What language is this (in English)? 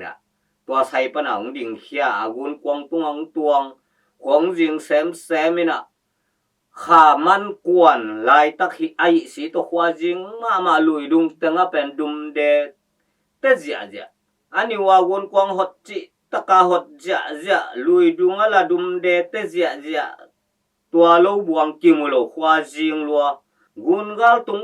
Tedim Chin